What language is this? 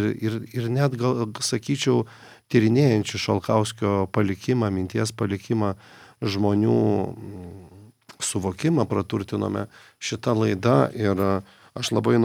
Lithuanian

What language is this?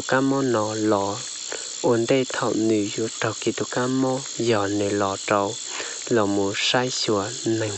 Hmong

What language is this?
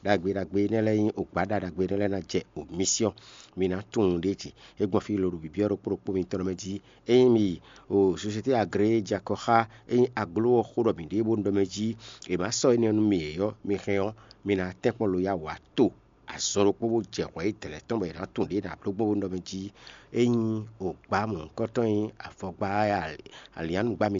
Fon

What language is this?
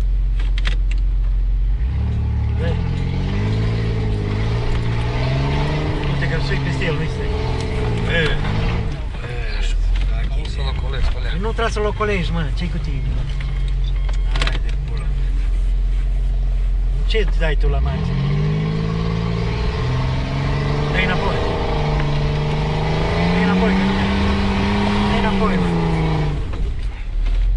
Romanian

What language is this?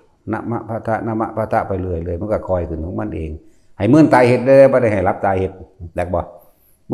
Northeastern Thai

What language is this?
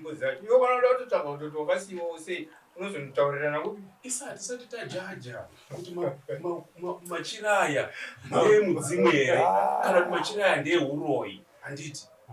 Shona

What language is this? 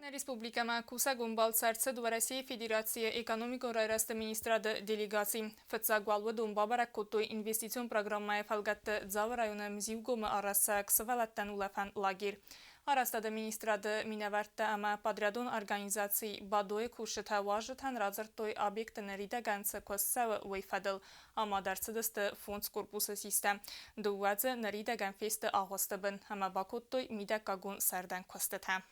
Ossetic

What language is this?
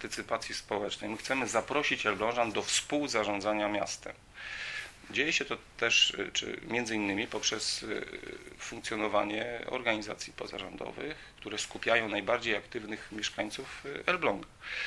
Polish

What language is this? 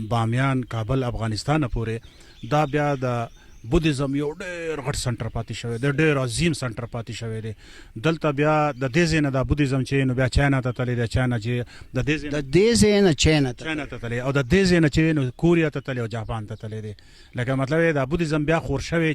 Pashto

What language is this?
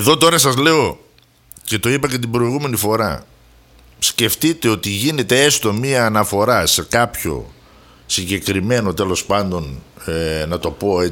Greek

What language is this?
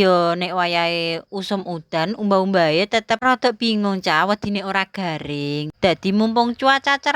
Javanese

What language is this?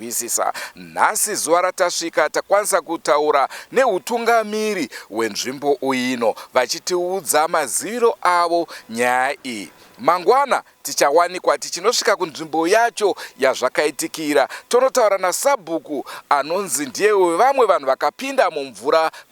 Shona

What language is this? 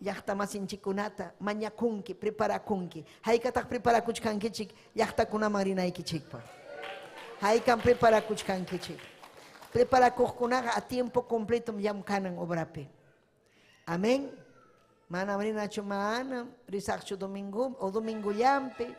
Ayacucho Quechua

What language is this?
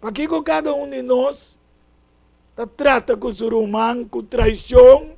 Papiamento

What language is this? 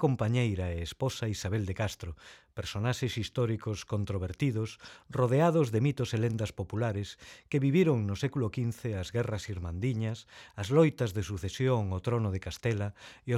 Galician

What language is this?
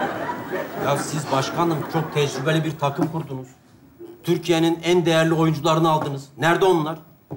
Turkish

